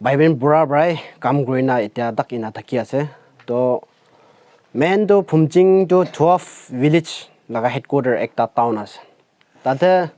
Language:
Naga Pidgin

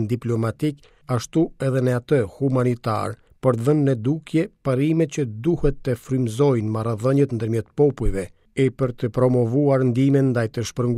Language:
Albanian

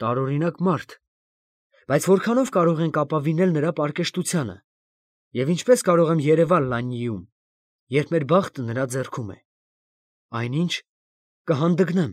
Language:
Armenian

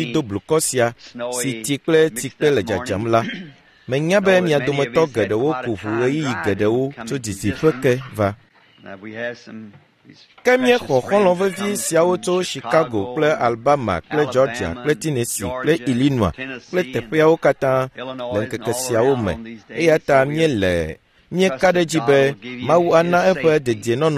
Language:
Ewe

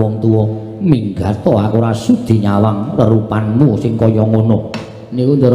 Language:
Javanese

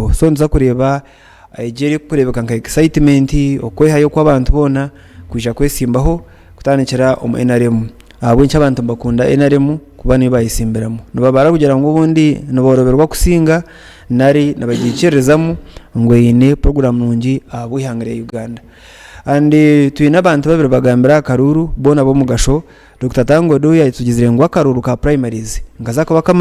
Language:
Nyankole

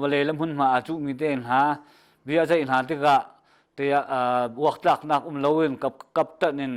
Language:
Hakha Chin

